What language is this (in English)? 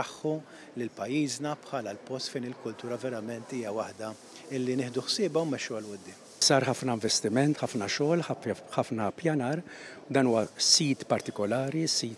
Maltese